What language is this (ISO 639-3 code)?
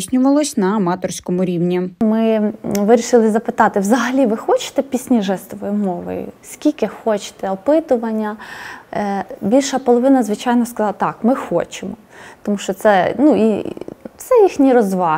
ukr